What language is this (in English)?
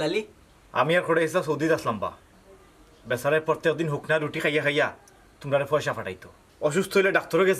Sylheti